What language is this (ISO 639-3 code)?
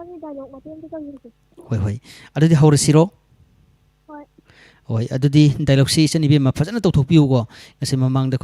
mni